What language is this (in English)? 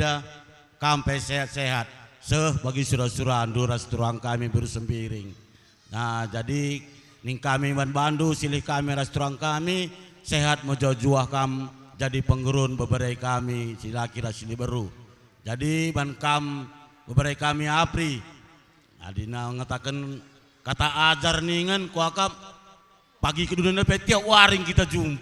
Batak Karo